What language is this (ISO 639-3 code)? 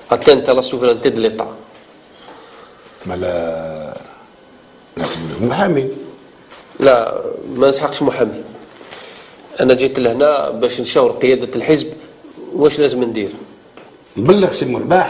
arq